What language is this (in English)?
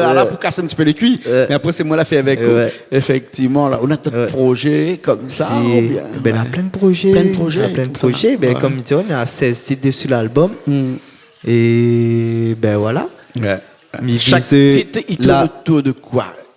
Réunion Creole French